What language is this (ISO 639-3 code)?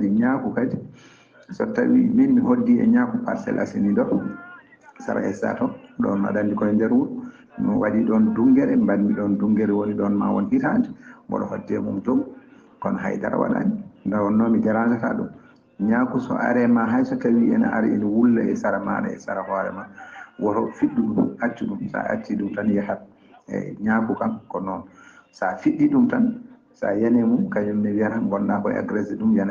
ful